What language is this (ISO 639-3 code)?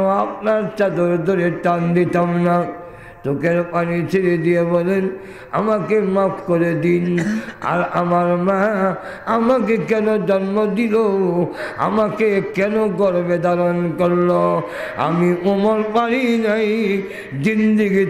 syl